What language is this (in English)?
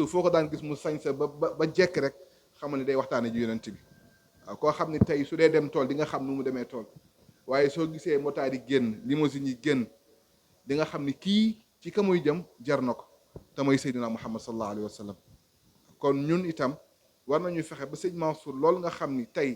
Wolof